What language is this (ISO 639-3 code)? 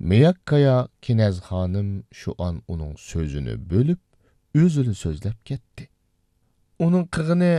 uig